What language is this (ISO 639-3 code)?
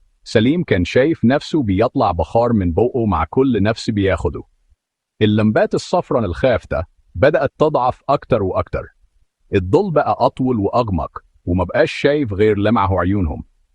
arz